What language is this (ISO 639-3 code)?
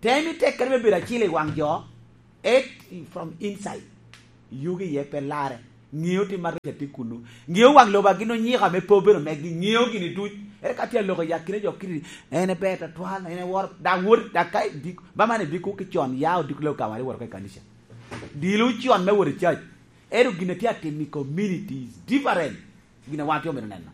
laj